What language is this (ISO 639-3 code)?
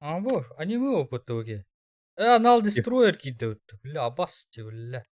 sah